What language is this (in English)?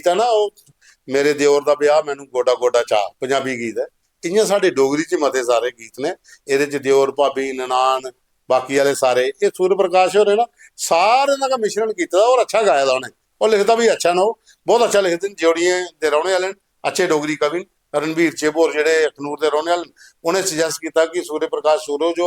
Dogri